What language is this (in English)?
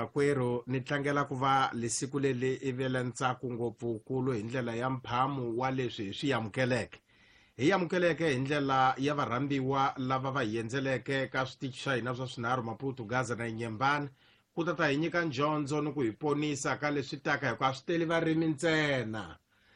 Tsonga